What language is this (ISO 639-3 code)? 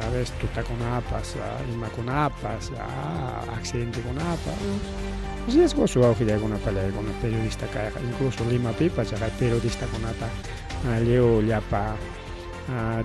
quy